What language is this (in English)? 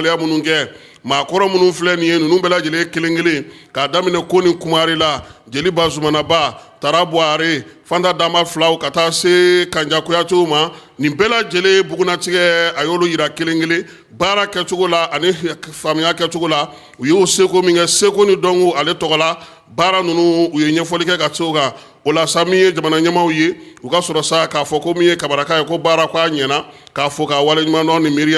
Bambara